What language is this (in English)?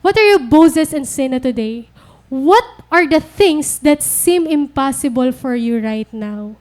Waray